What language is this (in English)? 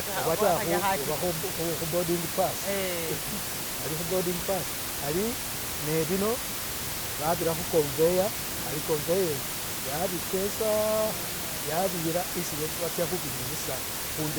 Masaaba